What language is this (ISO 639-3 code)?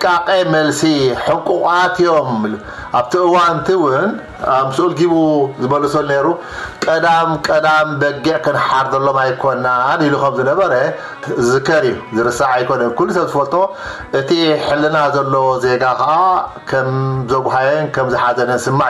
tir